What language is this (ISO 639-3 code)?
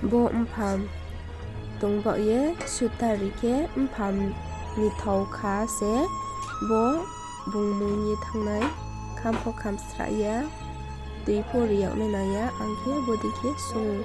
ria